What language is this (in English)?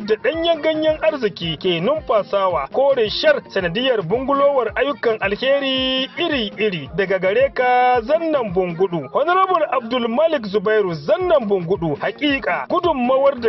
Hausa